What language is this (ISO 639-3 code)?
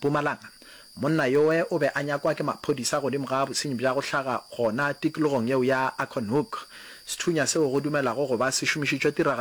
nso